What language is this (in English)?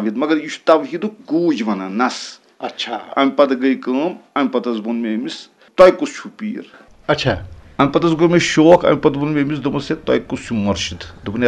Kashmiri